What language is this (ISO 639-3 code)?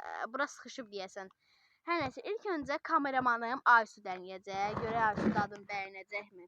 aze